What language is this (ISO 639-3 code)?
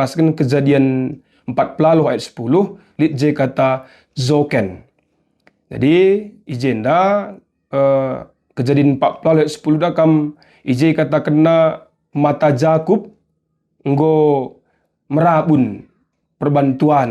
btx